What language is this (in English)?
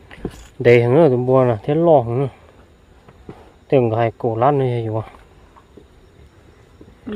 Vietnamese